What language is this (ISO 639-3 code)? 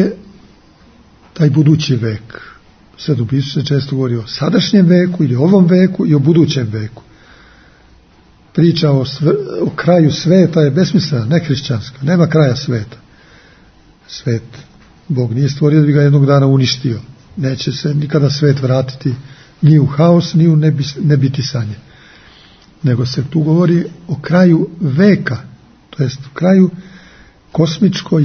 srp